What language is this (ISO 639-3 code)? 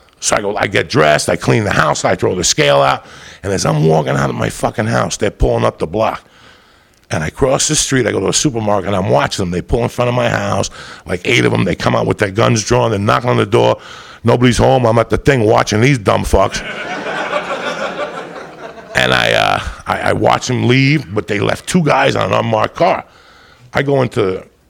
eng